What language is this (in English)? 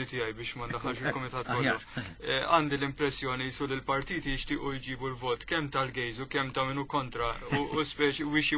Maltese